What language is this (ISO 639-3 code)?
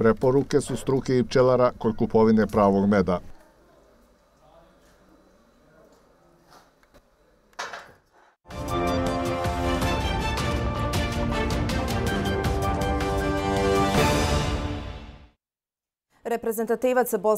bos